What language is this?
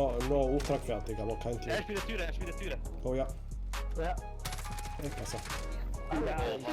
Swiss German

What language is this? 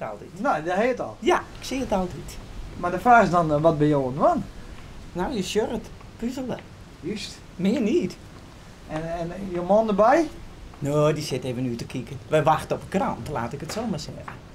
Western Frisian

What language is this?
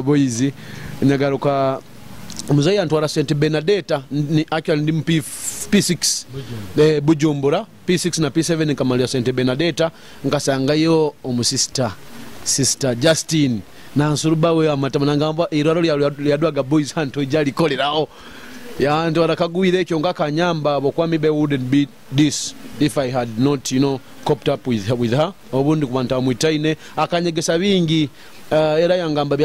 Nyoro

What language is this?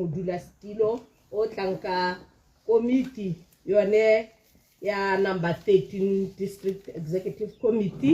Tswana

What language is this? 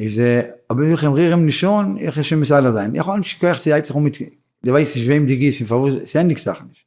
Yiddish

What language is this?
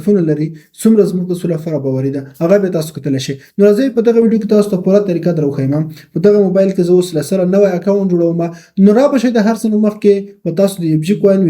Pashto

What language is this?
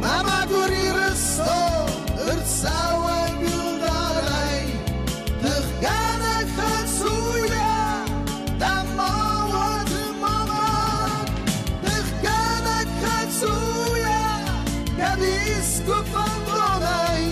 Ossetic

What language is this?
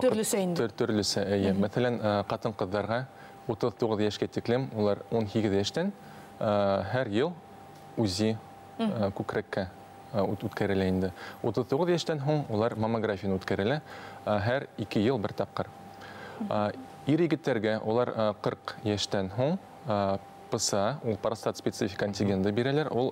Bashkir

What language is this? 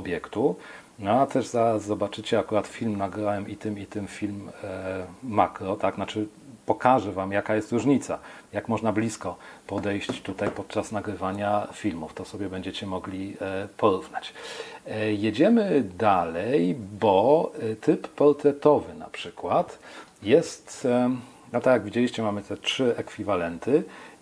Polish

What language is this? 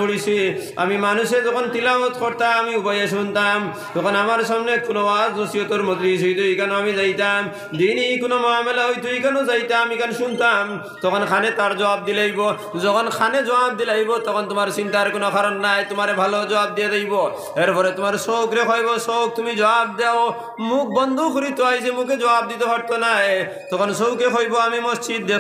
Sylheti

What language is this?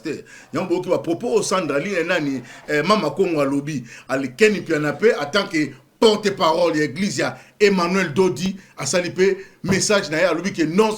Lingala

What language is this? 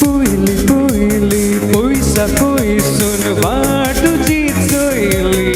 Konkani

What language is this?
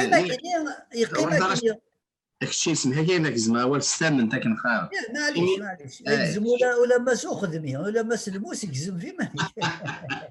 Kabyle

